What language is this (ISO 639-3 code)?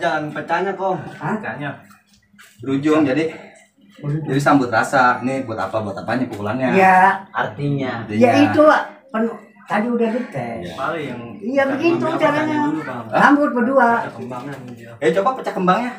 bew